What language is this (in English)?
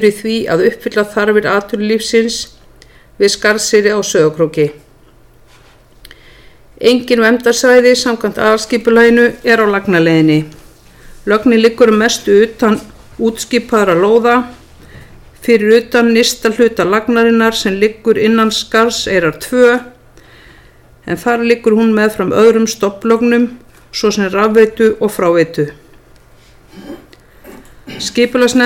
Icelandic